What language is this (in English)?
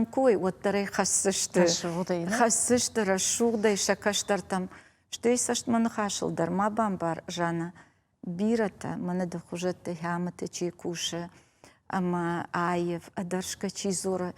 Ossetic